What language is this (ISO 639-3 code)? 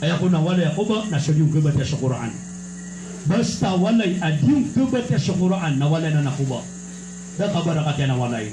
mrw